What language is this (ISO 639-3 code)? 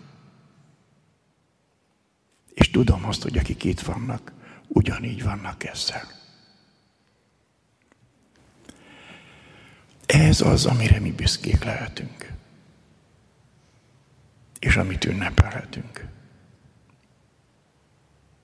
hun